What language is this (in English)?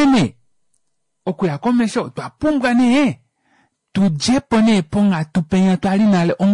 Kuanyama